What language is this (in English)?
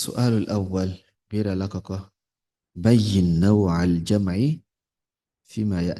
Yoruba